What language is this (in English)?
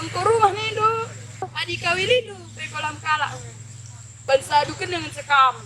Batak Karo